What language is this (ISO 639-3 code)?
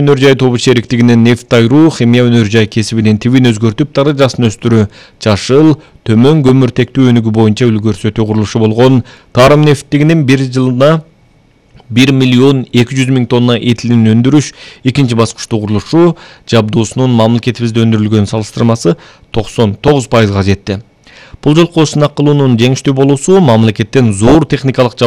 kir